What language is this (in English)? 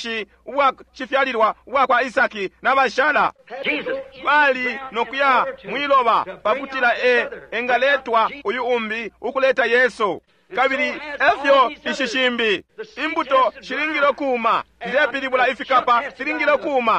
Bemba